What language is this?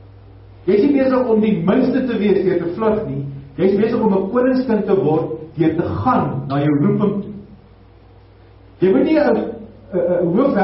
Afrikaans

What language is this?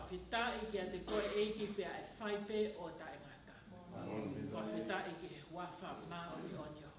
Tongan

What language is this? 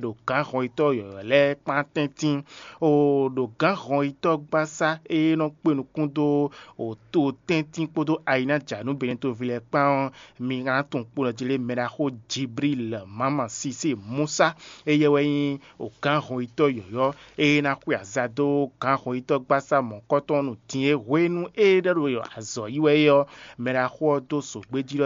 Fon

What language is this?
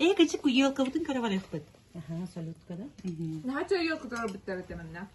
Yakut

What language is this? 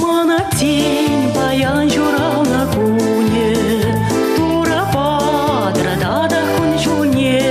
Chuvash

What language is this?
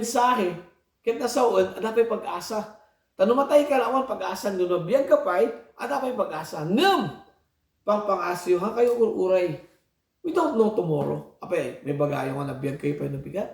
Iloko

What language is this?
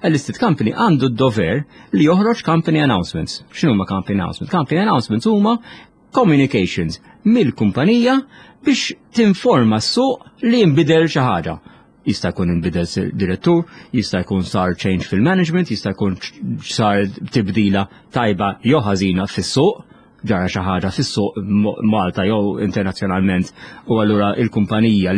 Maltese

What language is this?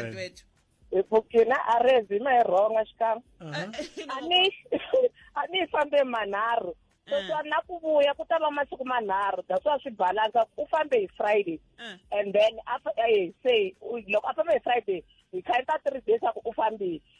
Tsonga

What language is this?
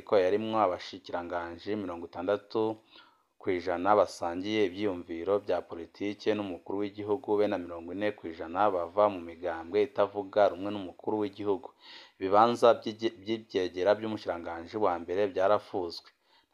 Rundi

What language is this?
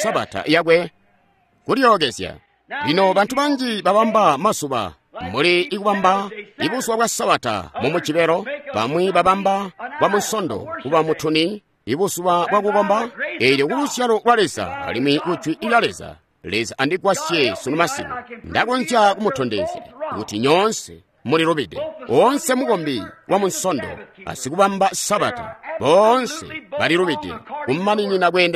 Tonga (Zambia)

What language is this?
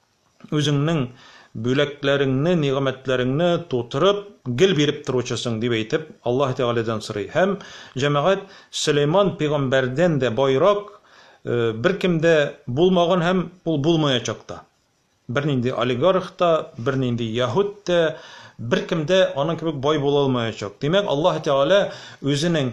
Tatar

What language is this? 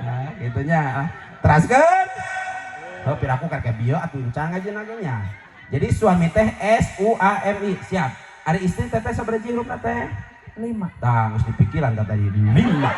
Sundanese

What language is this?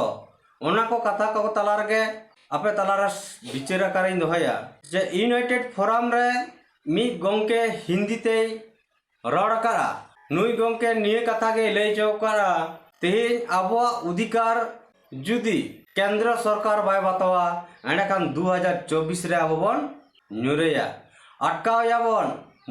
Santali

